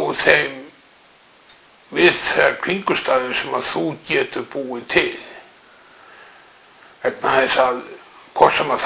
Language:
Icelandic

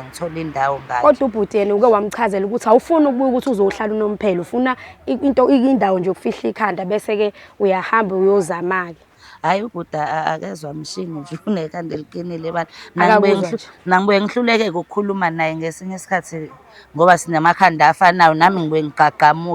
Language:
Zulu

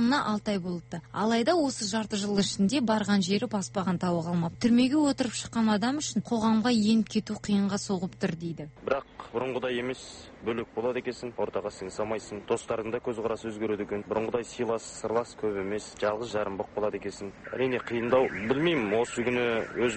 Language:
Kazakh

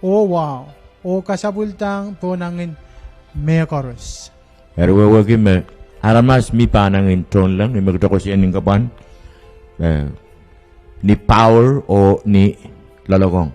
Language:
Pohnpeian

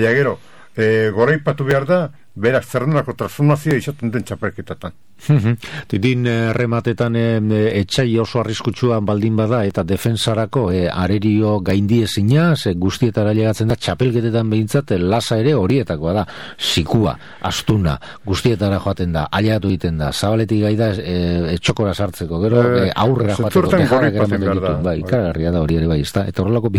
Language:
Basque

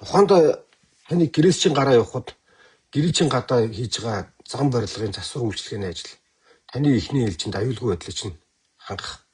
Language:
Mongolian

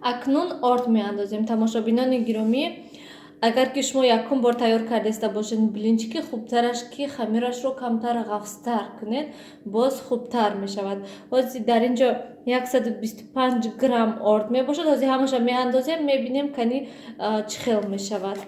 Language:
Tajik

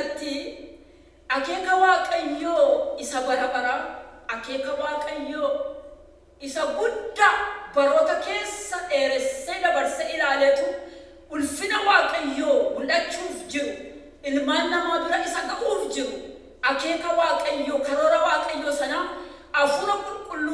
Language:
Oromo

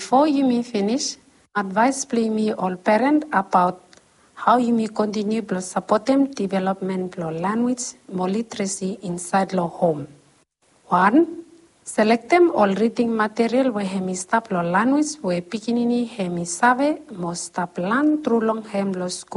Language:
Bislama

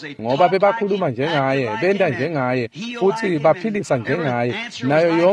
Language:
Swati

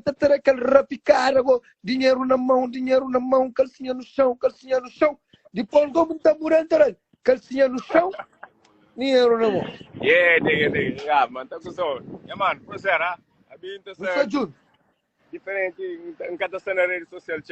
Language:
Kabuverdianu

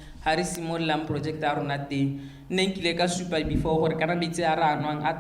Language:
Tswana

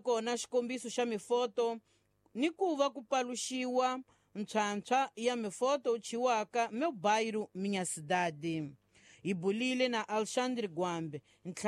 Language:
Tsonga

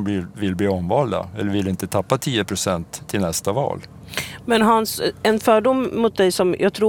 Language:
Swedish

